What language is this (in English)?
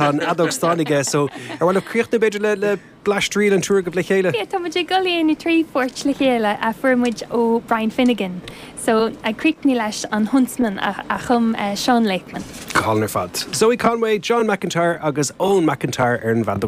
Irish